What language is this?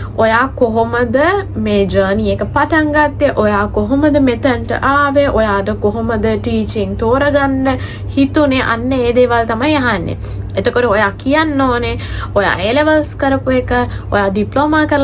Sinhala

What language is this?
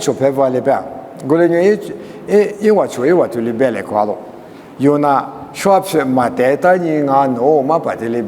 Lisu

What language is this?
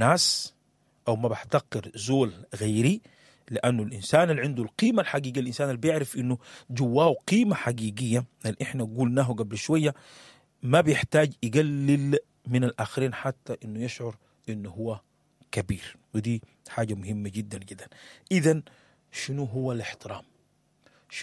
Sudanese Arabic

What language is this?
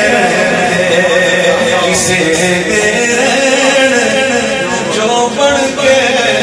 Urdu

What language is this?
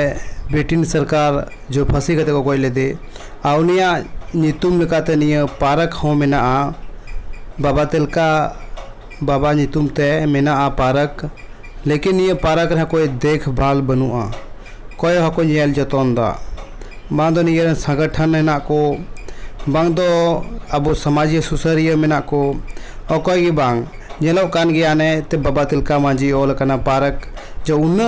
Santali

